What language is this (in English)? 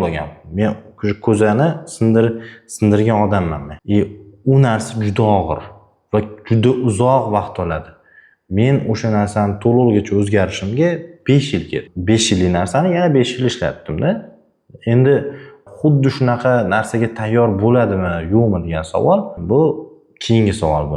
Uzbek